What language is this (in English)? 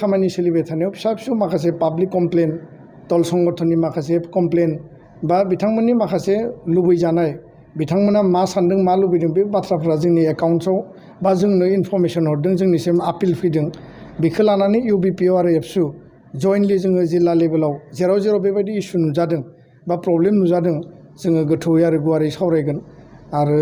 Bodo